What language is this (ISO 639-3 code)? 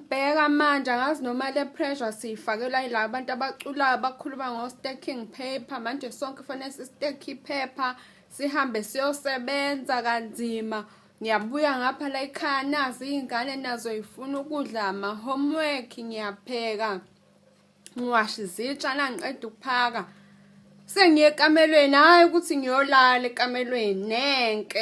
zul